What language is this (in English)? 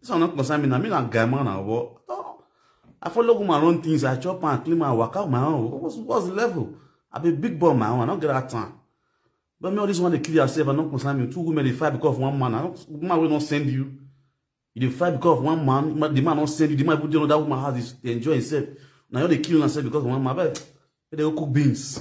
Nigerian Pidgin